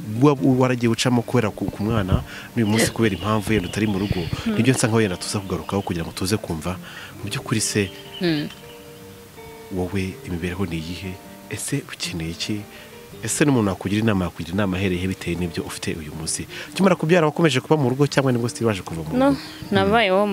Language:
Kinyarwanda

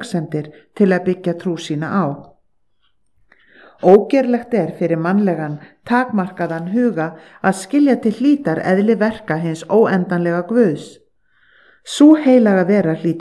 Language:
Icelandic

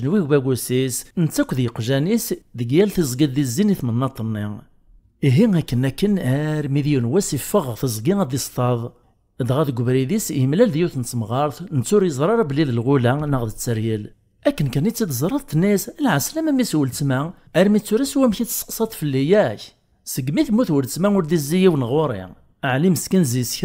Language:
Kabyle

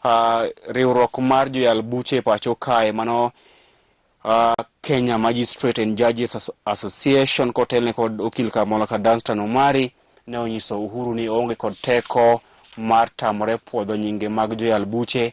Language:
Luo (Kenya and Tanzania)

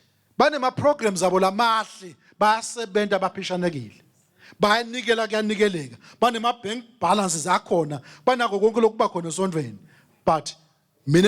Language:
Swati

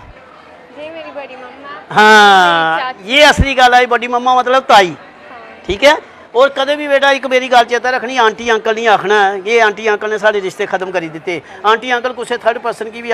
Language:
Dogri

